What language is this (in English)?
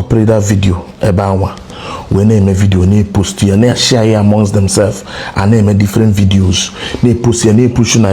Igbo